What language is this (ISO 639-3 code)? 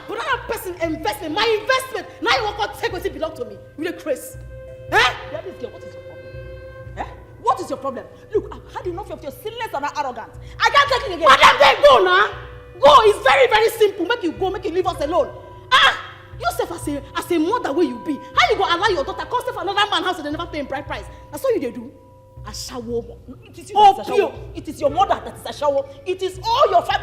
pcm